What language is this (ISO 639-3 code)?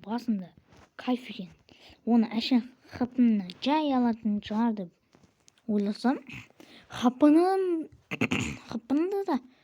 kaz